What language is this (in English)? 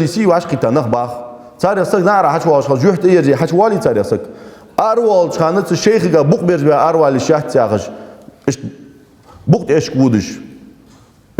Ingush